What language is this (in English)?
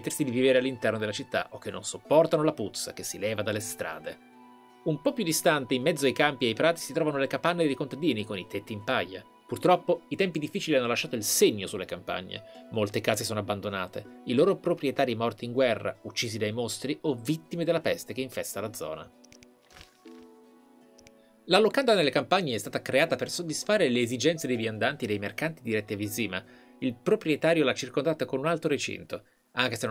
Italian